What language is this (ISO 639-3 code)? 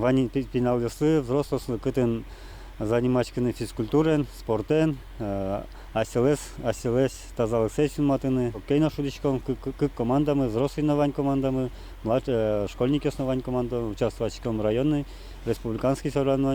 udm